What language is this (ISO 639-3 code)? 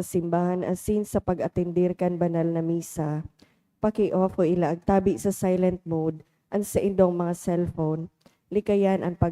bik